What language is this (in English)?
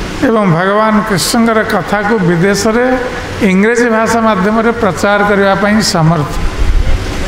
Odia